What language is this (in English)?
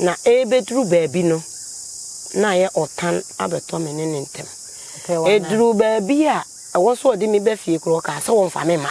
Akan